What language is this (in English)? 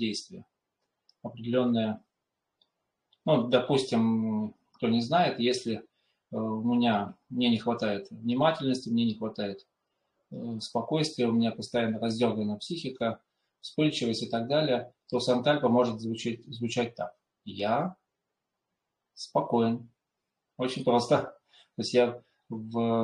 Russian